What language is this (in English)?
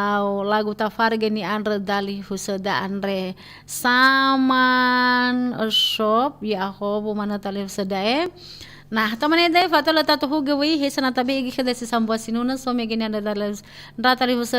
Nias